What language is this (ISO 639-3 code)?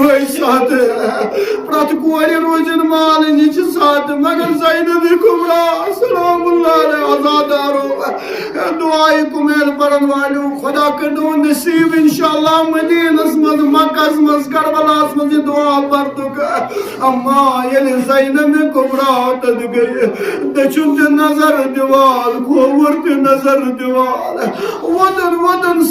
kas